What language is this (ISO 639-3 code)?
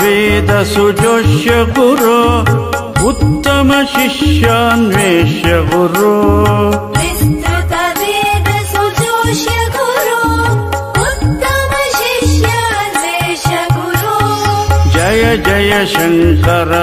san